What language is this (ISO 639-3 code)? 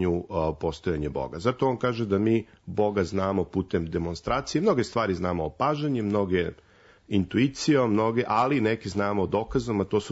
srp